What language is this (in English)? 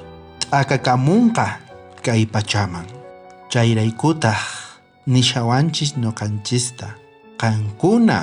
South Bolivian Quechua